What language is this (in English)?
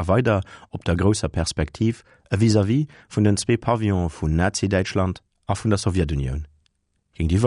Luxembourgish